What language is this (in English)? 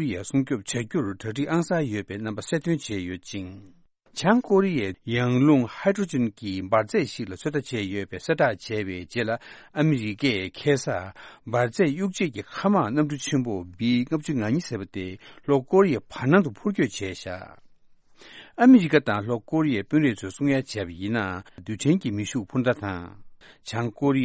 Tibetan